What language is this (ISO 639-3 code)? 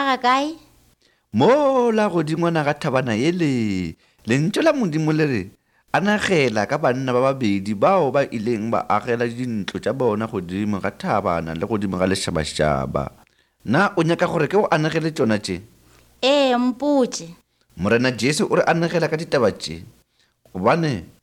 nso